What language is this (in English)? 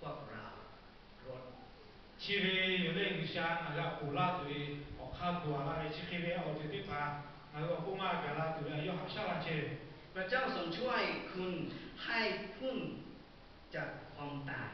Lahu